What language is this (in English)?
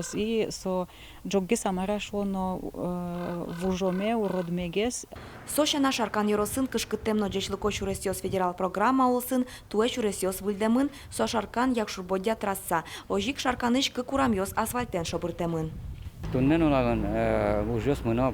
Udmurt